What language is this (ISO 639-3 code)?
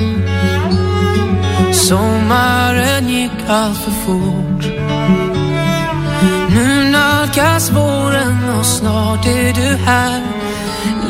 swe